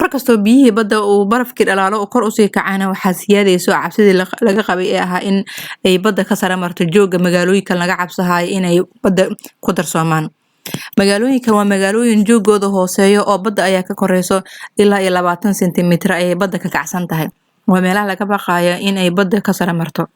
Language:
Somali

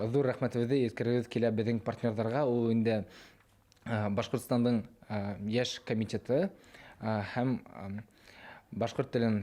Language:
Bashkir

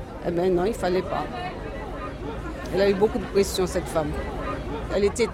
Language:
French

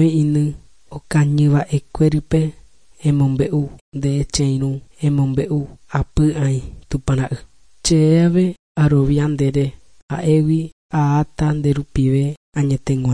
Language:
Guarani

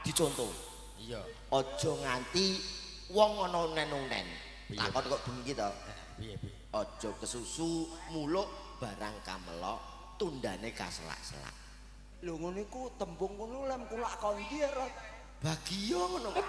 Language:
Javanese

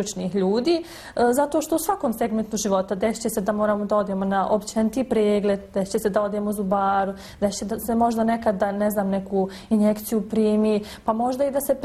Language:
Bosnian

